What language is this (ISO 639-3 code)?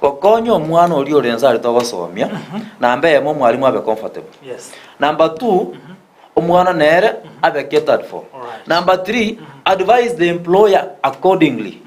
guz